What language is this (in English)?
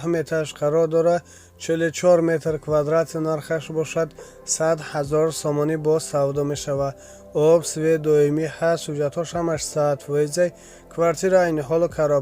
Tajik